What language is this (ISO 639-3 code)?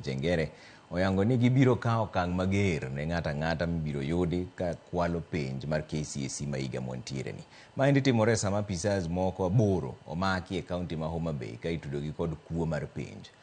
luo